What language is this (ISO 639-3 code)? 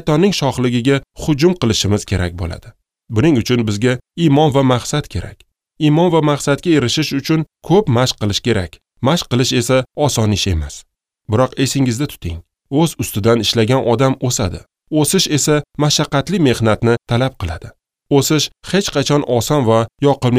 uzb